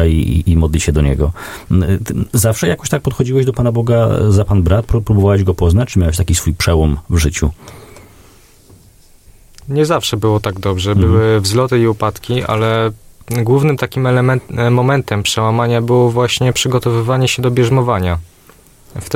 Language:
Polish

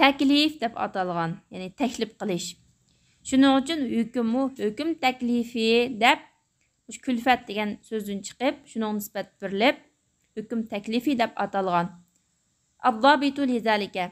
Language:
Uyghur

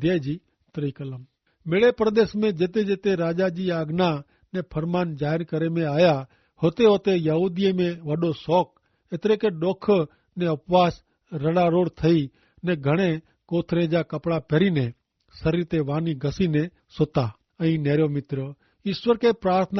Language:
Kachhi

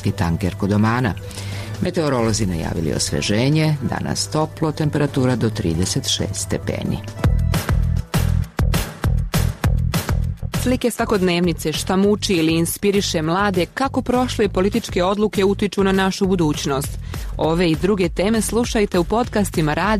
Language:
Serbian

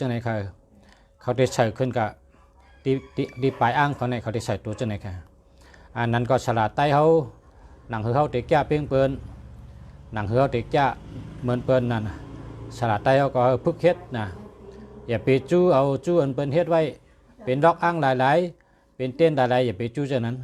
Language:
Shan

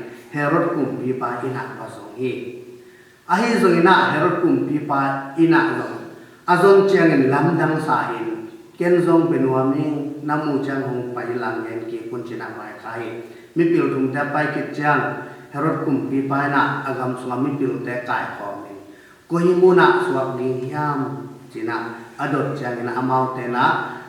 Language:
Tedim Chin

